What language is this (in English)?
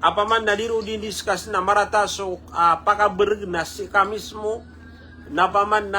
Maranao